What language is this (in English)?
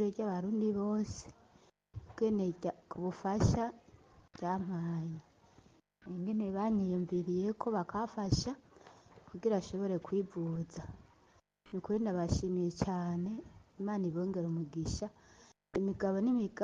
Rundi